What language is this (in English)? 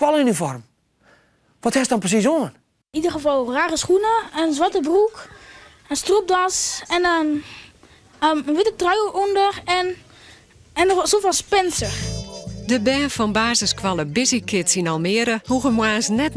Western Frisian